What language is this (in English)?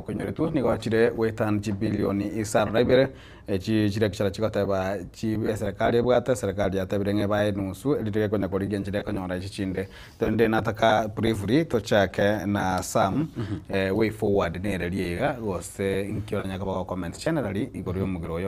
Gusii